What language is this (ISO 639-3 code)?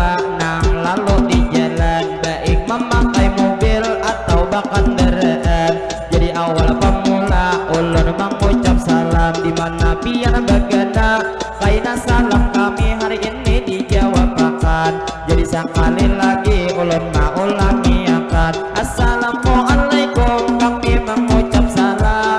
bjn